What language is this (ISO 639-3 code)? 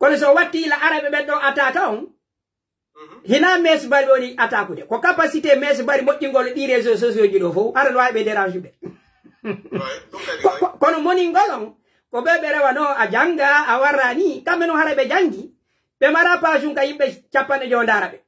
fuf